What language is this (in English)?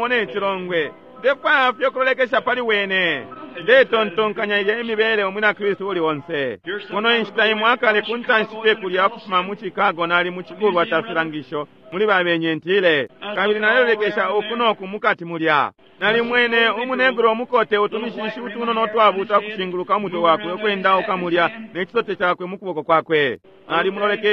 Bemba